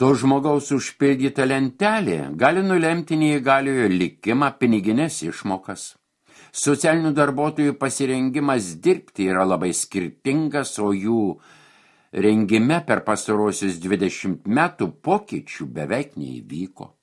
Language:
Lithuanian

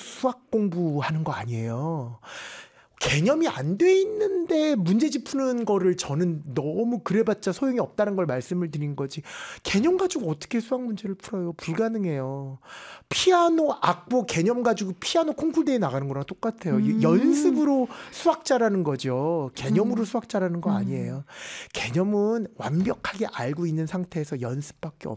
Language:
Korean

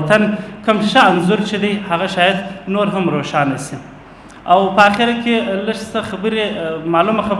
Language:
Pashto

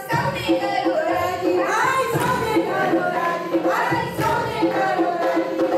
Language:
Gujarati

